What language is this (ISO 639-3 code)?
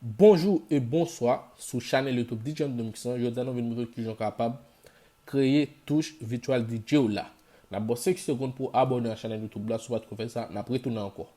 hat